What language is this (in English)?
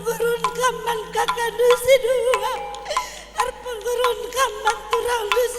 Batak Karo